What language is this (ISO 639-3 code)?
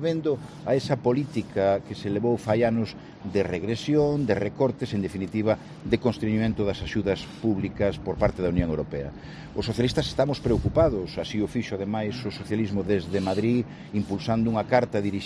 glg